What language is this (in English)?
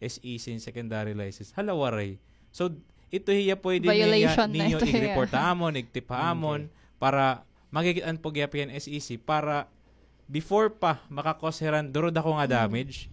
Waray